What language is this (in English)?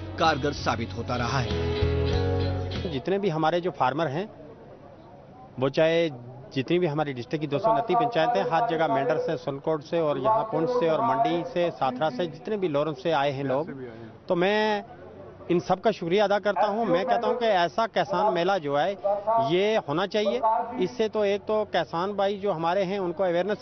Hindi